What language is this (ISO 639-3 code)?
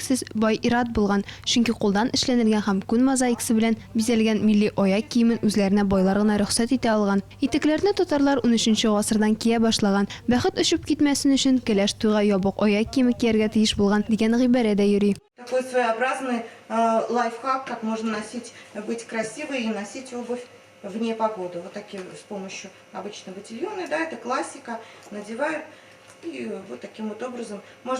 tat